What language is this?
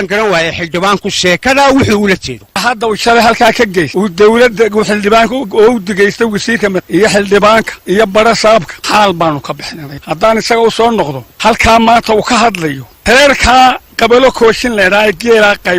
Somali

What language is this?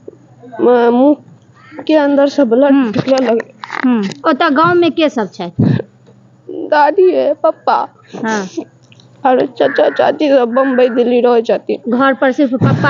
Maithili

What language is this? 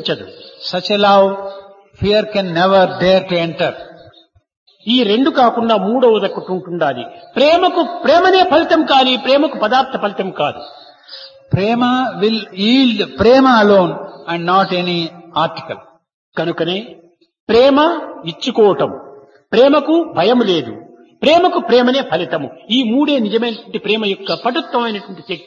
Telugu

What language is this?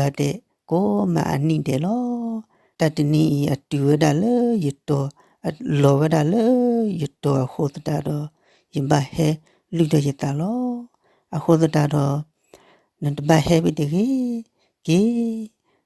S'gaw Karen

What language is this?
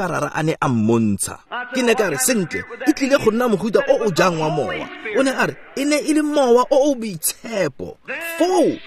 Tswana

